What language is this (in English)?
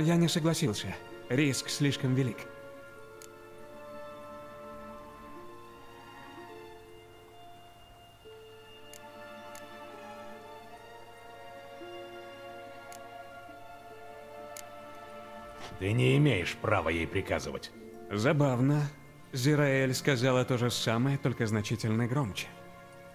Russian